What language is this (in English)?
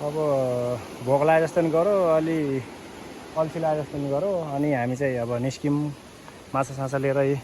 Nepali